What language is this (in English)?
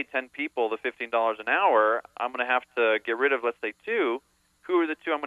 English